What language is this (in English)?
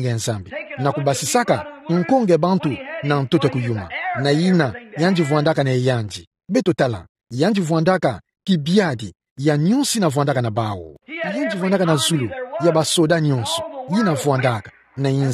Kituba (Democratic Republic of Congo)